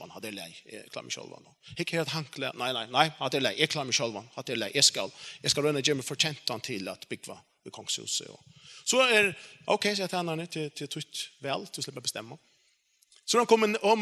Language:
Faroese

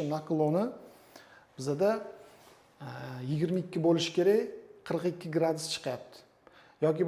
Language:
Uzbek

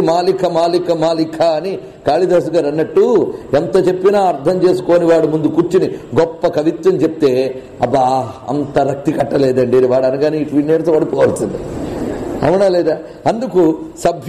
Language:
Telugu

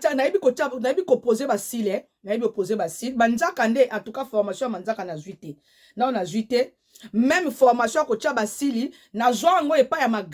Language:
Lingala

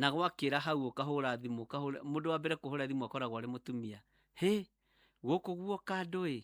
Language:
Kikuyu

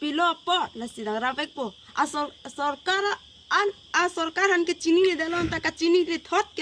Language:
Karbi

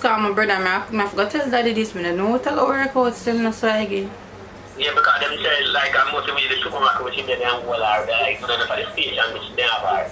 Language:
Jamaican Creole English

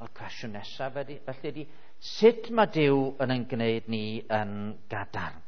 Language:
Welsh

